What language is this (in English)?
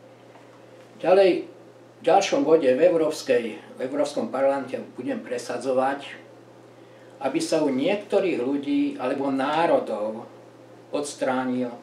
Slovak